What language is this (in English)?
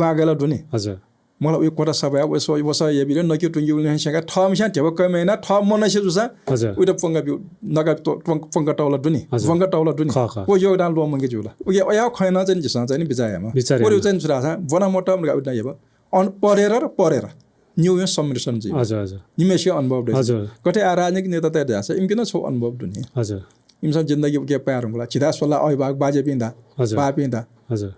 Newari